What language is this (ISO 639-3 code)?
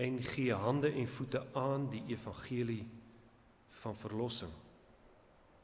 afr